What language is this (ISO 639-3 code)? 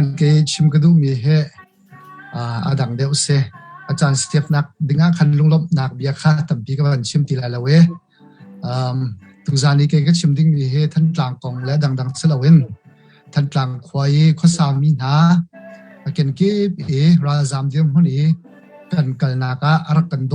cnh